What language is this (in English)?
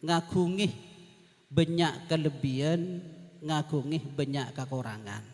Madurese